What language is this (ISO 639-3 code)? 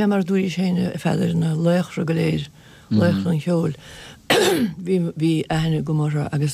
gle